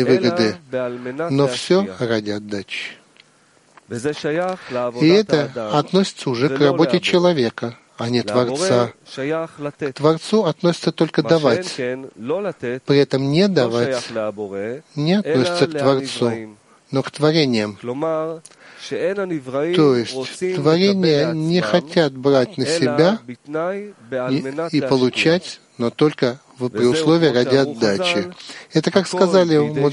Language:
Russian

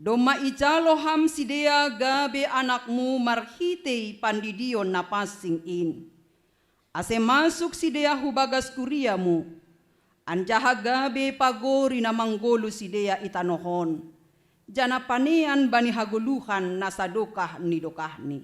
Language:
Batak Simalungun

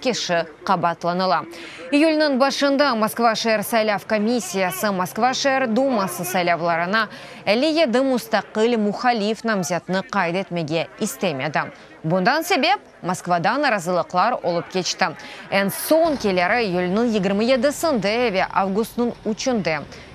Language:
Crimean Tatar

